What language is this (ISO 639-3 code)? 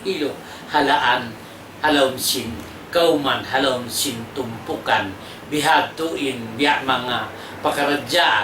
tsg